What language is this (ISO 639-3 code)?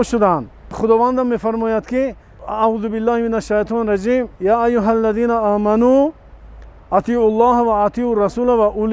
tgk